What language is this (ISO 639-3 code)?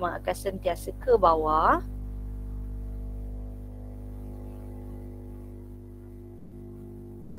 msa